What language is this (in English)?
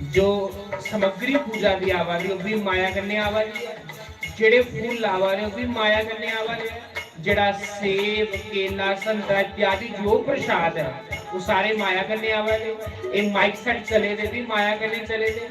Dogri